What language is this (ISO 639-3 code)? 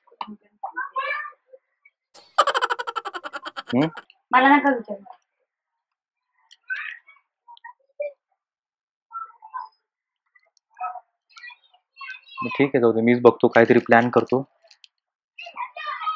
mar